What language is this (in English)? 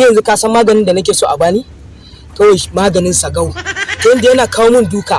Hausa